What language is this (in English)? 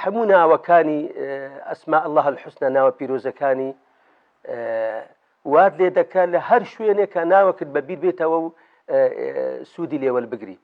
Central Kurdish